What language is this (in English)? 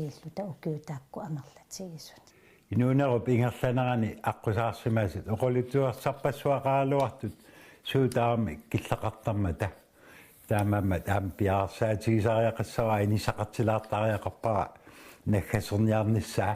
Kalaallisut